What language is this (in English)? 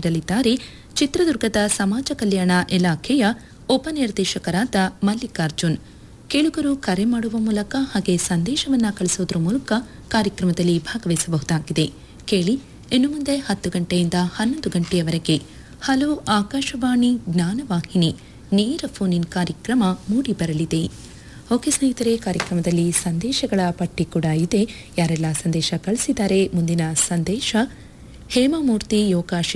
Kannada